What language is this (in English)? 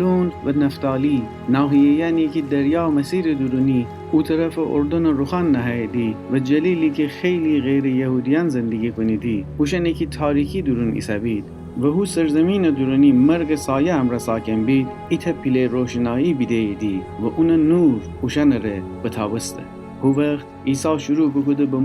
Gilaki